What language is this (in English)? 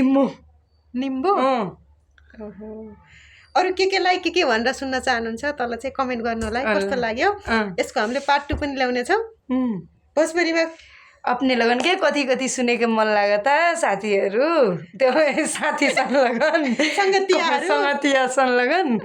Nepali